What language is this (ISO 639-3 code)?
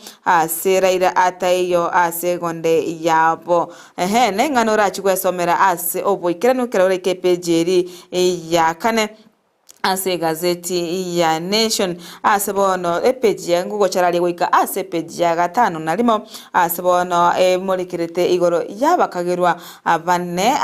guz